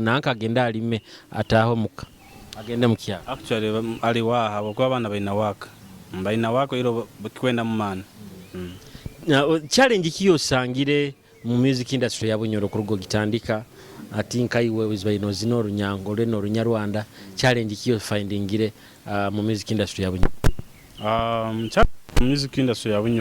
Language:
Nyoro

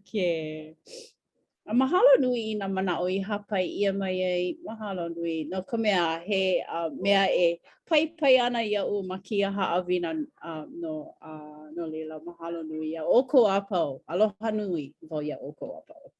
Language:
Hawaiian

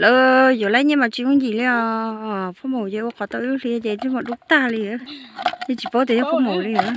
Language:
Hmong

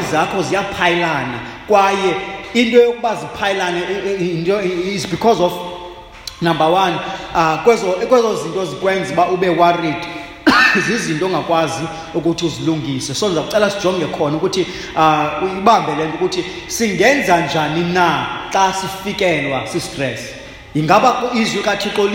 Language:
Xhosa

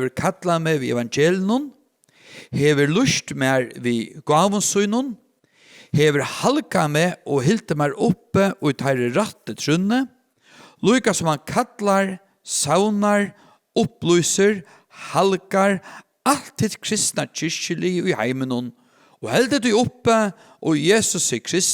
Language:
Faroese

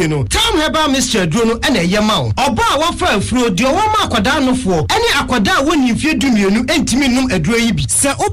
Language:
Akan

